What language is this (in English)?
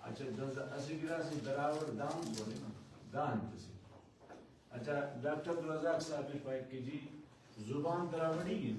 Brahui